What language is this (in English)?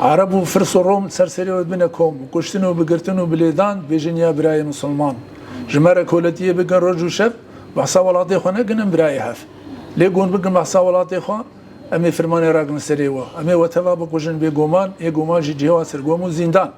Kurdish